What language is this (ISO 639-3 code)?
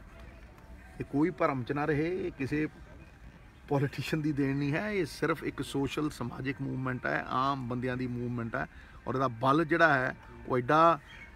pan